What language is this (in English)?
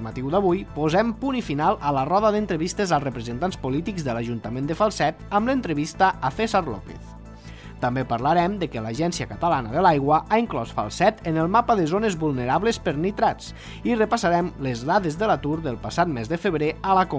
Catalan